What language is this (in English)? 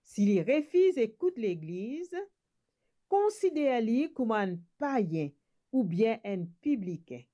Morisyen